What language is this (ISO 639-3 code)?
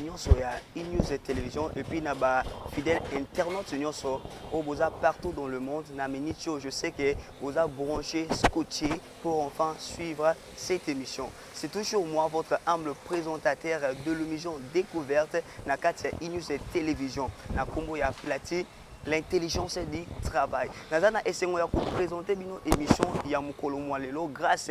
lin